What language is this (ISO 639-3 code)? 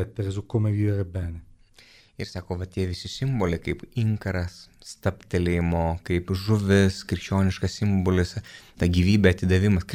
lit